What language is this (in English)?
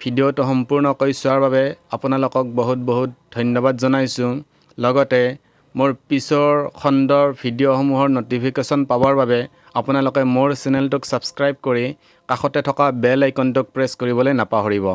Assamese